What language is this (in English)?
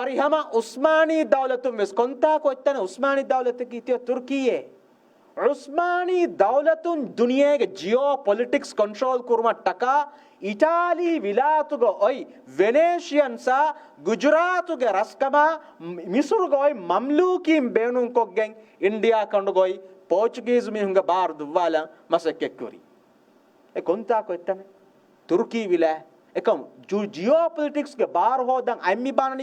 Divehi